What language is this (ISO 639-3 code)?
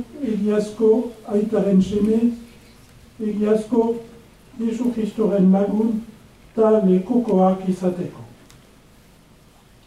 eus